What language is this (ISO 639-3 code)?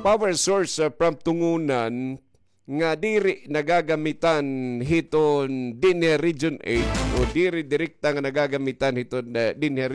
war